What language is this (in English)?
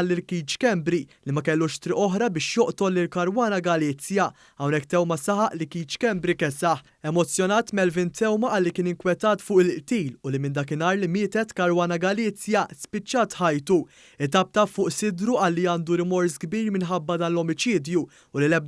Maltese